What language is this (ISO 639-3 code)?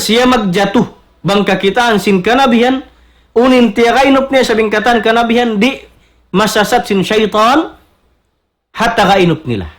tsg